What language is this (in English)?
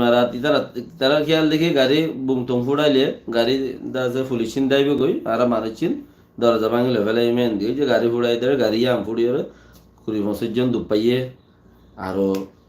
Rohingya